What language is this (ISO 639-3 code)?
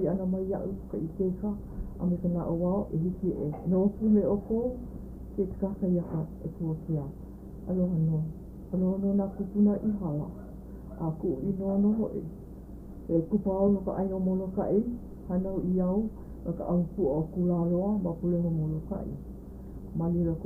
haw